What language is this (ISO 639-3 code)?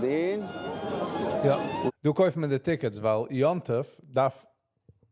yid